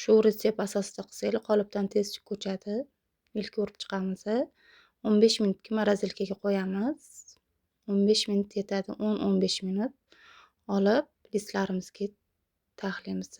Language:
Uzbek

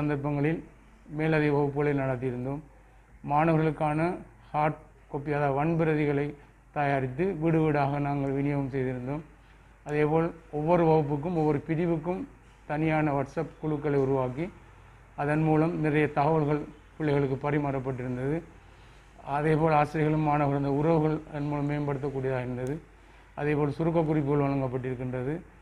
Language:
Tamil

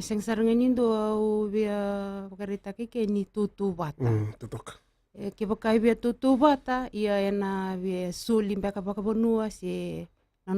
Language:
Fijian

